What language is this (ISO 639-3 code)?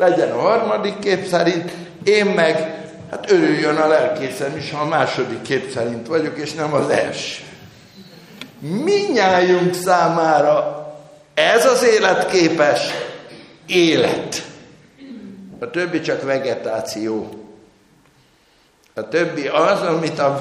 hun